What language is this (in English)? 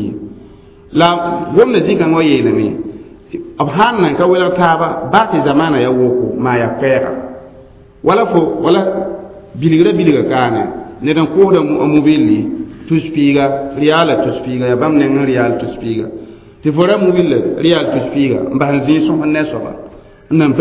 Mossi